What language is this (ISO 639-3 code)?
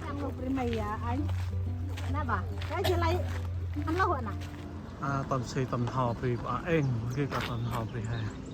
cmo